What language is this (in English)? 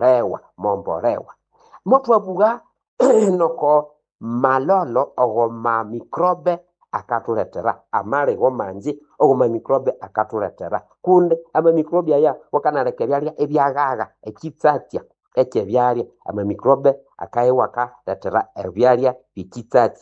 Nande